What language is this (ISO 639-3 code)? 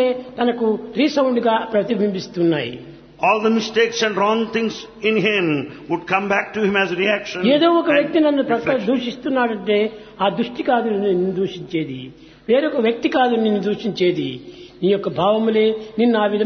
tel